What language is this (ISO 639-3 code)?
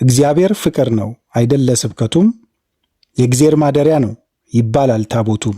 amh